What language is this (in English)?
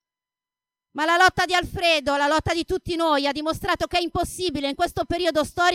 Italian